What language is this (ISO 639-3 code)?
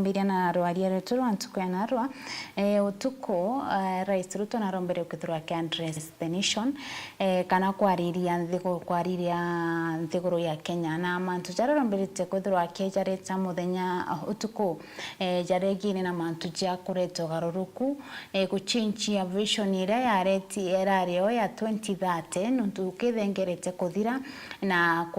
mer